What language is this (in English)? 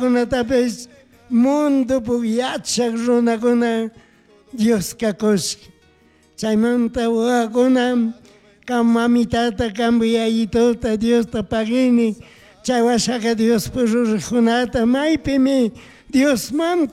Chimborazo Highland Quichua